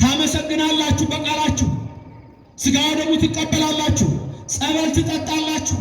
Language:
Amharic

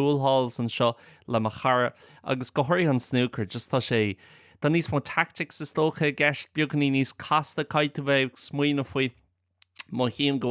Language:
Irish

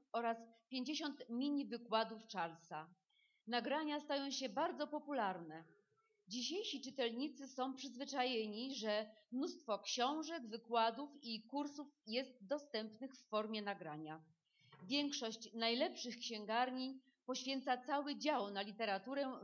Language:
Polish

